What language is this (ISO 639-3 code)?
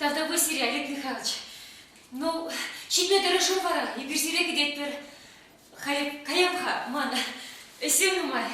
chv